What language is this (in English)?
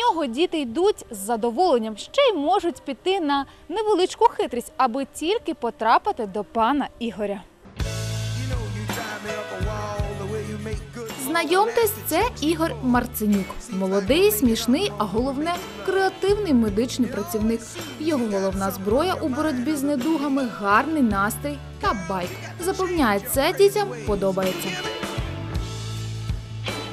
Ukrainian